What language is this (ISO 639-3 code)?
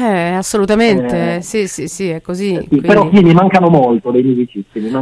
ita